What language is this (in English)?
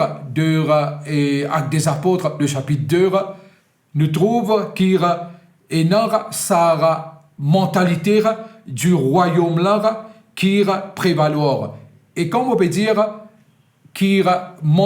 Morisyen